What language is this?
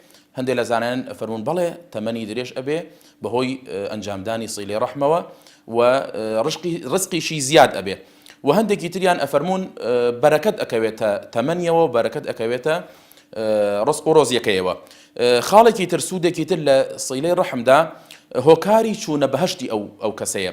Central Kurdish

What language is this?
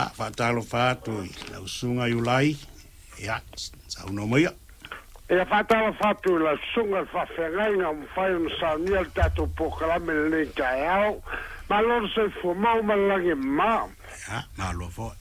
Samoan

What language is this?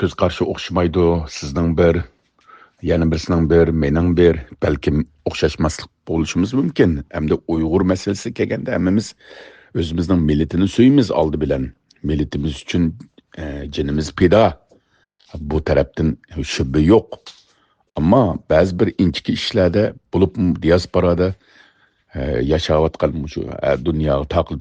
Uyghur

